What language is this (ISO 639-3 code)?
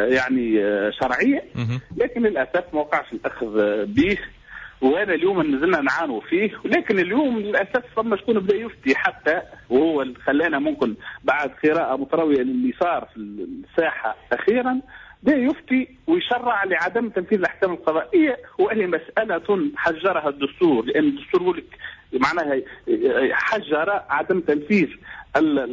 aeb